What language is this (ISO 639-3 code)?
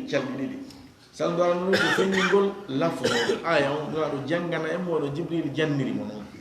ful